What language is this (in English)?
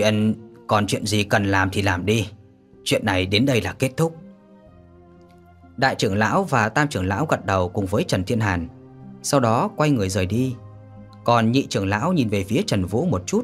Vietnamese